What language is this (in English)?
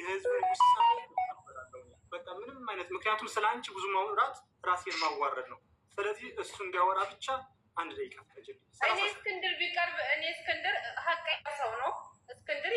Amharic